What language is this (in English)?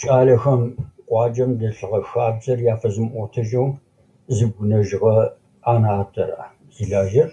Adyghe